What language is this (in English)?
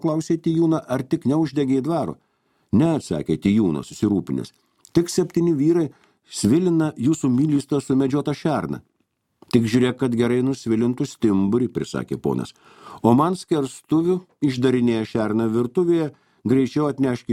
Lithuanian